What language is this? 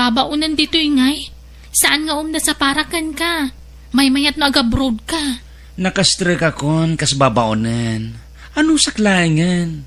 Iloko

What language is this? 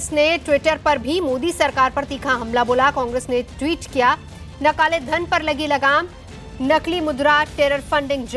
Hindi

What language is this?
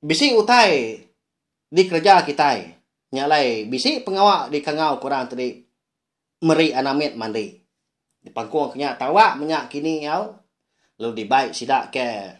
Iban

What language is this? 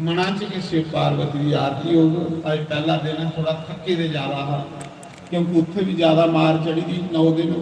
Dogri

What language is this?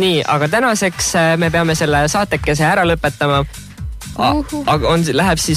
Estonian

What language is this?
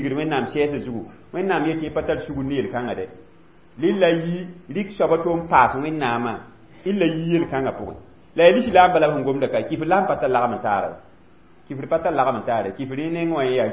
Mossi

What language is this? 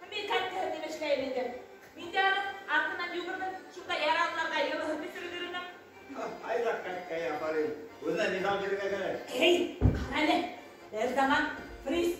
Bashkir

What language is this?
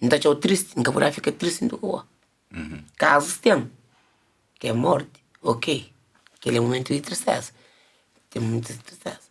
Kabuverdianu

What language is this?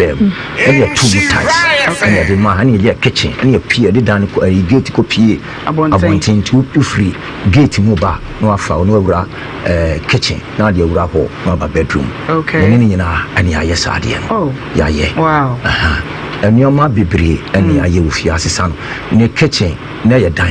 Akan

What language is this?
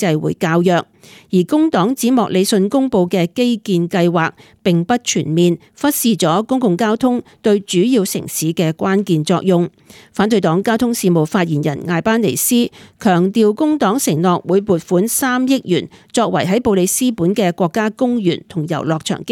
Cantonese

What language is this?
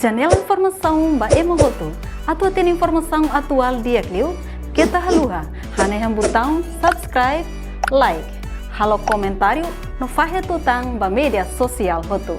Tetum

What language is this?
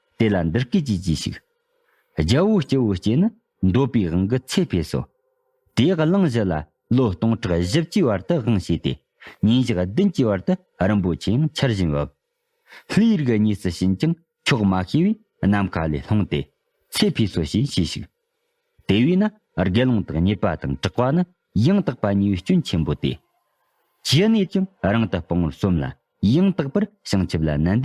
Tibetan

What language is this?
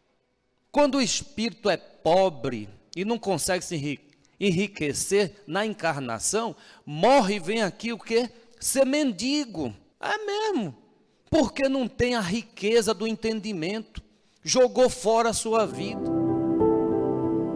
Portuguese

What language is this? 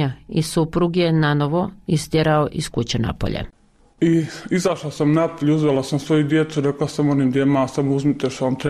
Bosnian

